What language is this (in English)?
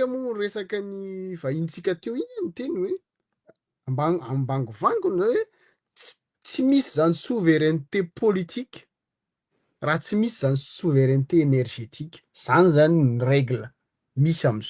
Malagasy